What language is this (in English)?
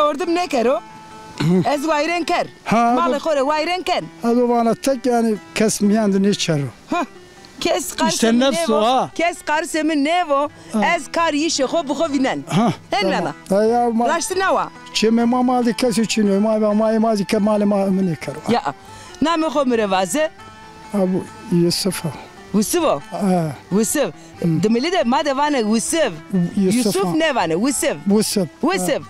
Zaza